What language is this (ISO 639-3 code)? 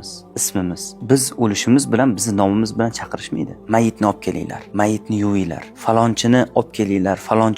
uzb